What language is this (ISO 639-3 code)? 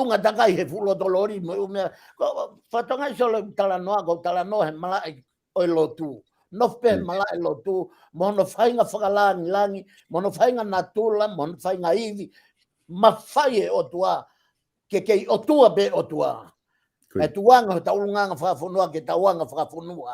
ton